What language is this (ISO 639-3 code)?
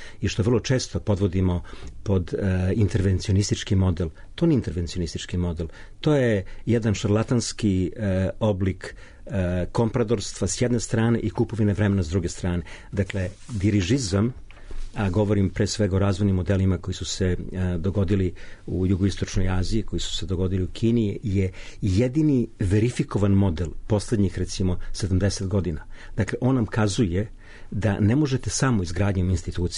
srp